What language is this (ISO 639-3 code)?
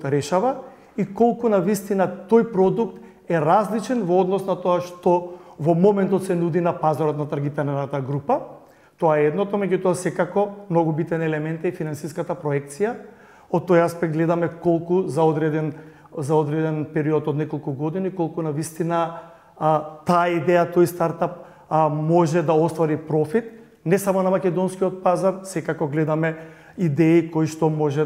mkd